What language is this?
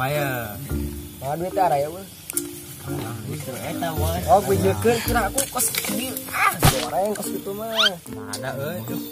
Sundanese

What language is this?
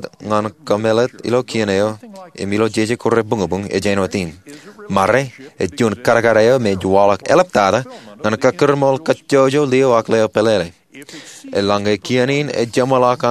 Marshallese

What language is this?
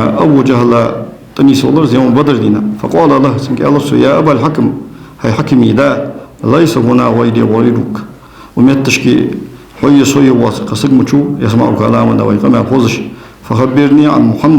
Ingush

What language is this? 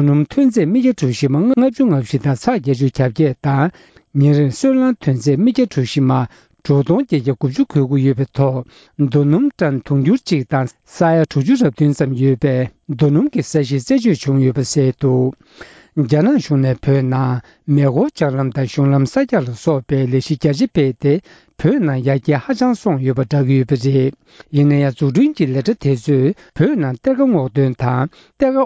Tibetan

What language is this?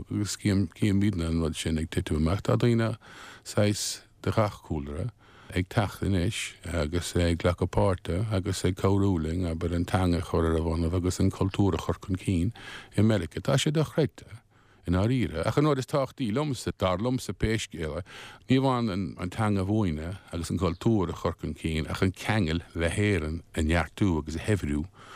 Irish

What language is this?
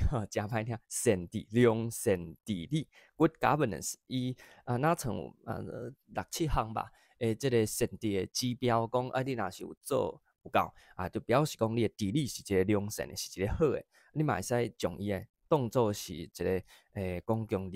Min Nan Chinese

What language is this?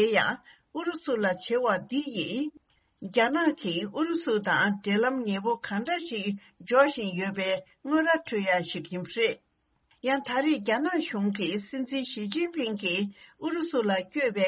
Tibetan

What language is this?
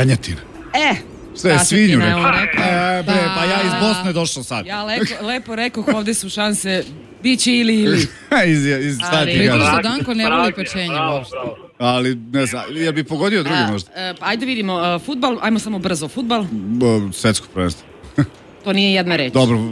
Serbian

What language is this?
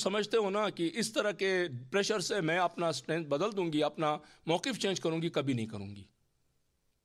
Urdu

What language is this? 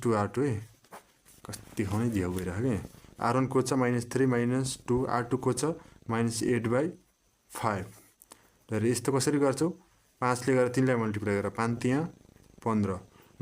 Nepali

